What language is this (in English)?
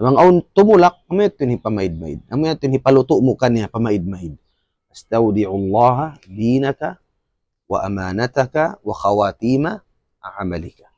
Tausug